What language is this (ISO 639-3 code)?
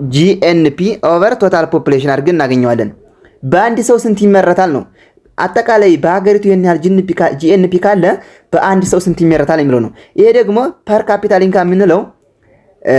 amh